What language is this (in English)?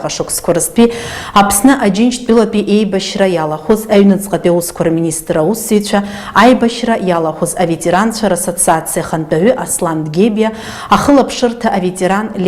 Abkhazian